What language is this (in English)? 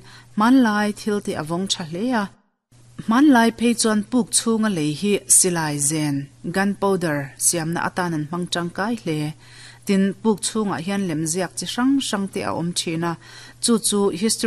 Mizo